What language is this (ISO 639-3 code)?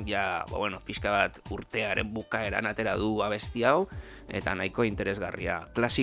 eus